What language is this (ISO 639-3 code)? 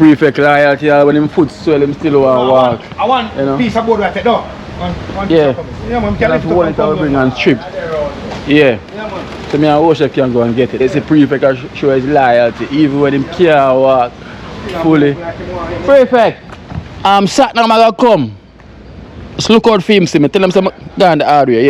jam